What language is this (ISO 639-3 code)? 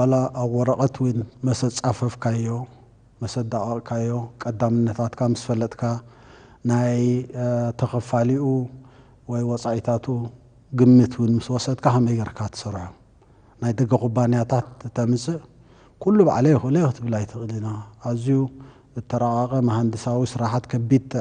tir